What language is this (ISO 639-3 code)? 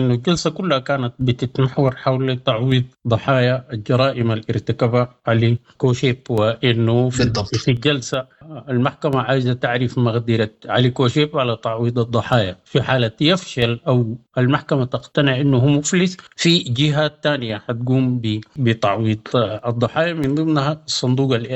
apd